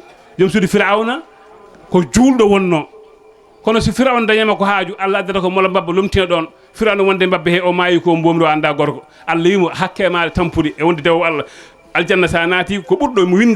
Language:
Fula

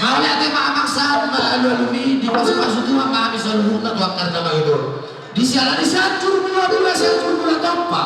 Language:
Batak Toba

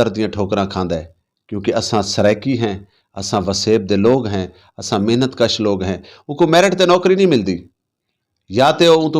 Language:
Saraiki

